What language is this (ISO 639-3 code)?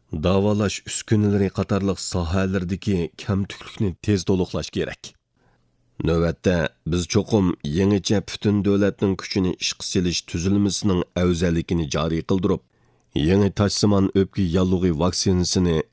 uig